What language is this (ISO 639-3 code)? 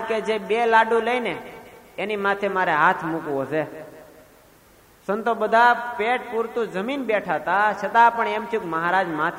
guj